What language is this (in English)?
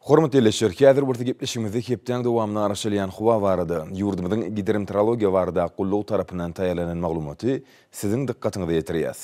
Turkmen